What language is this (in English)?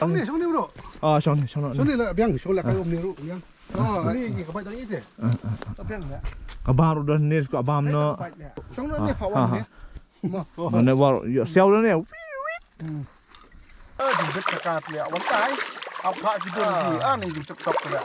Khasi